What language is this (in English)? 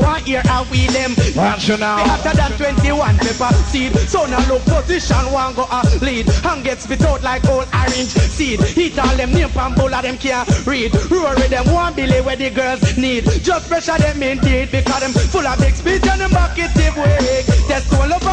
Jamaican Creole English